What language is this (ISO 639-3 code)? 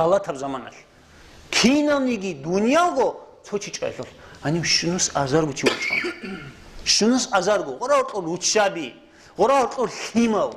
ava